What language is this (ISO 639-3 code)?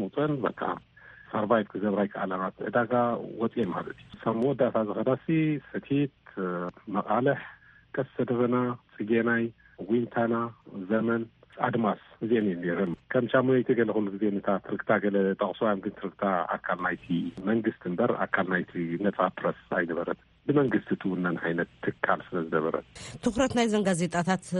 tir